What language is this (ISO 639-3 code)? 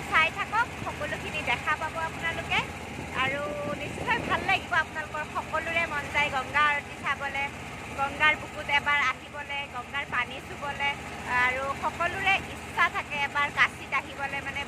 asm